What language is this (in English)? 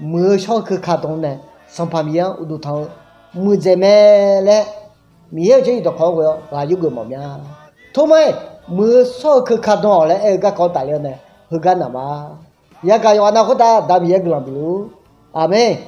Akha